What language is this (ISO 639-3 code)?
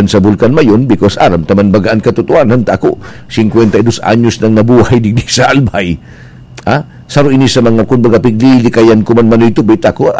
bik